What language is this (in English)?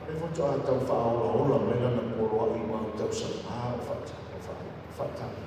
Samoan